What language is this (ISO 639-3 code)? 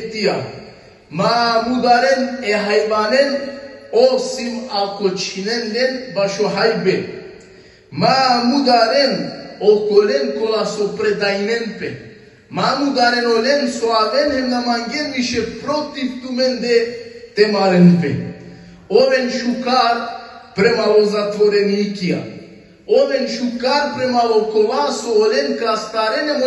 rmn